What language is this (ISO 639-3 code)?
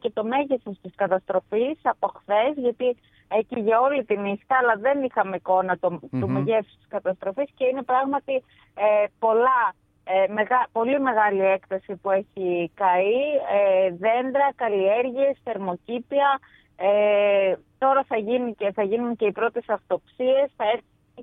ell